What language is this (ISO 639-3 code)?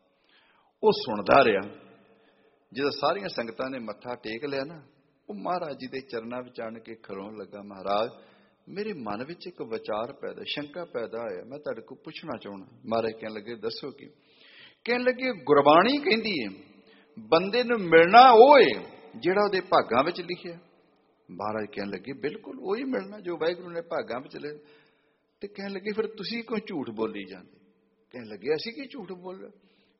pan